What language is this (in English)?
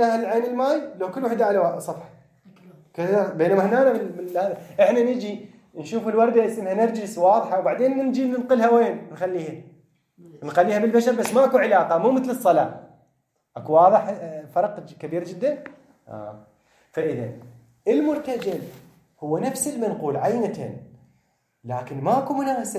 Mesopotamian Arabic